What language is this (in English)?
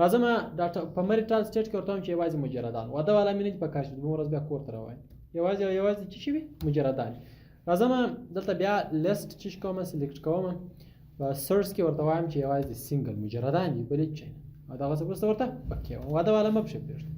Pashto